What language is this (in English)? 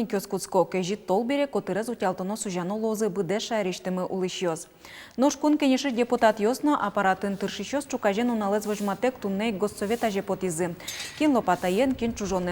Udmurt